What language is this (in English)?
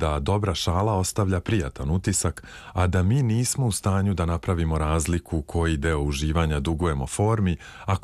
Serbian